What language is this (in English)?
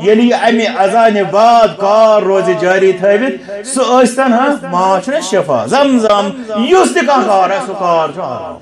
Kashmiri